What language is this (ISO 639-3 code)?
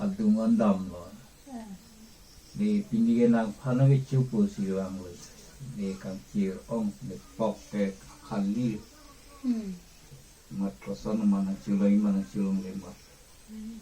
mjw